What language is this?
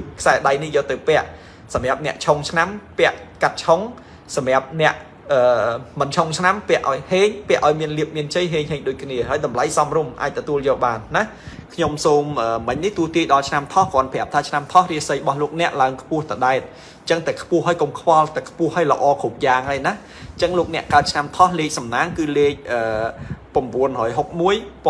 Khmer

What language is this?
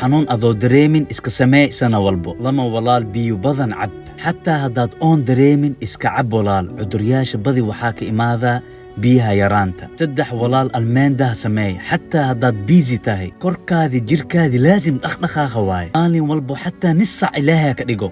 Somali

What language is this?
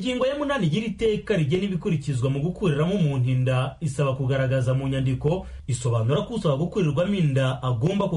Kinyarwanda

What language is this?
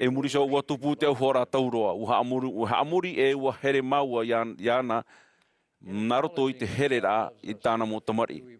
Tahitian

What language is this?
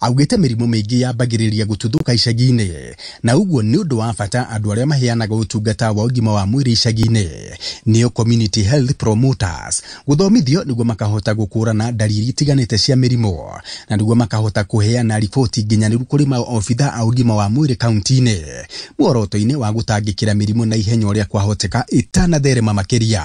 Kikuyu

